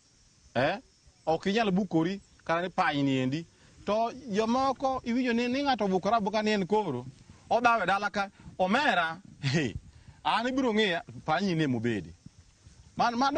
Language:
Luo (Kenya and Tanzania)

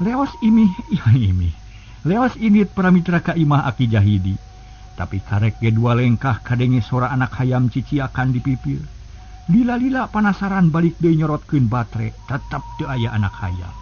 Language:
Sundanese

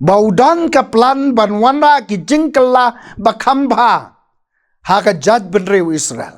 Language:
Khasi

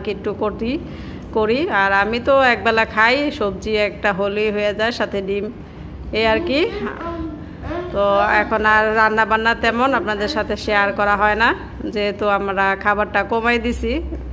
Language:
Bangla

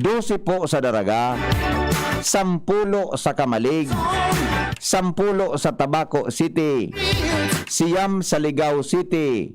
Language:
Bikol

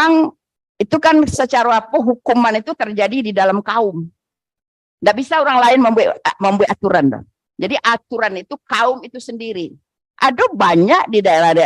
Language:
Minangkabau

